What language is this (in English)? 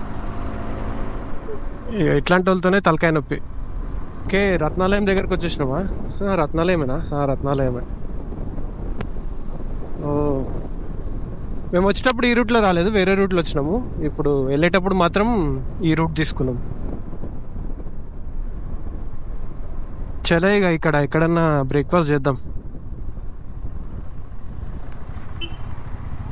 Telugu